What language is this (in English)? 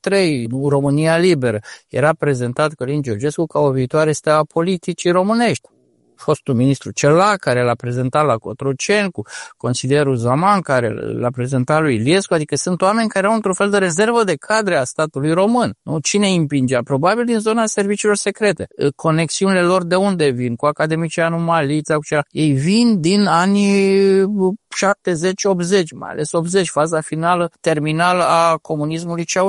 Romanian